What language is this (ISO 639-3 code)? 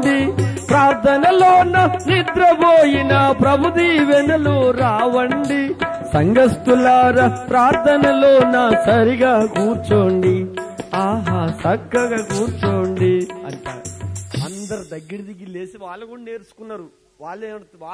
tel